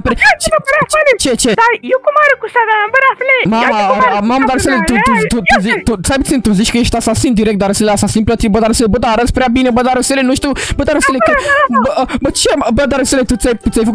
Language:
Romanian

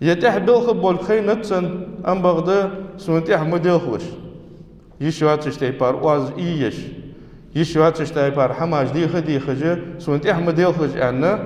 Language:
Ingush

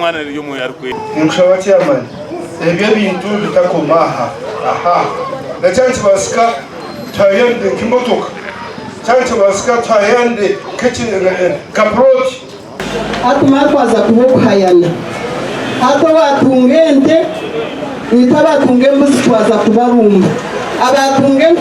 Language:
Nyankole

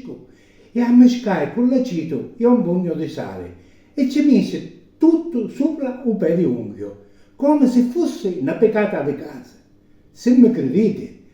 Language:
Sicilian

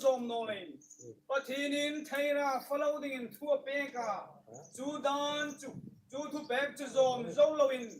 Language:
Hmar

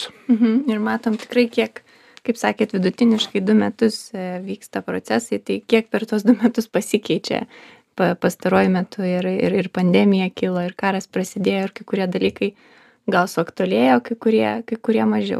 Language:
Lithuanian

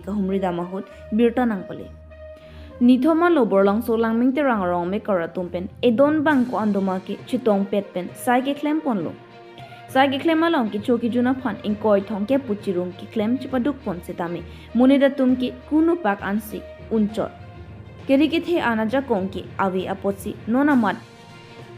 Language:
Karbi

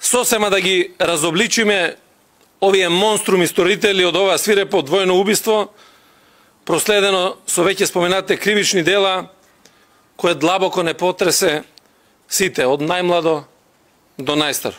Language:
Macedonian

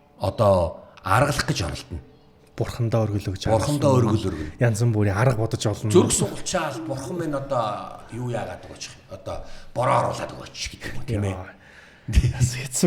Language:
Mongolian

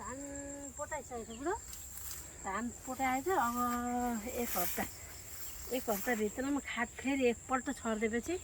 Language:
Nepali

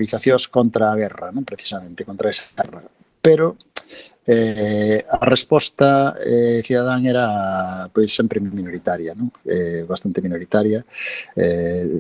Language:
Galician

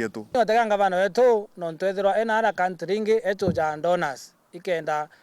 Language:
Meru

